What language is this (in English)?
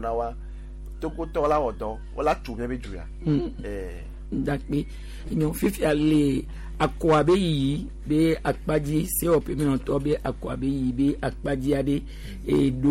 Gen